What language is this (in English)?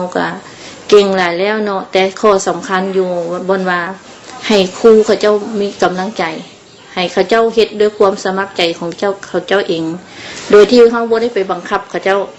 Lao